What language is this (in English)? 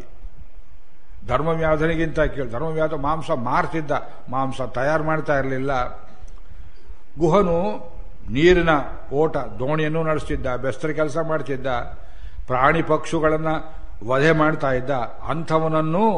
Kannada